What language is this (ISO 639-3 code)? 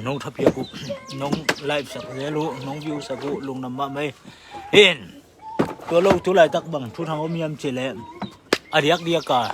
ctd